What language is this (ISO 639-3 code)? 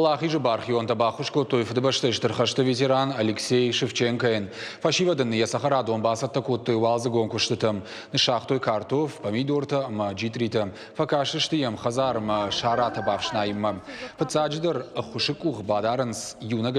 oss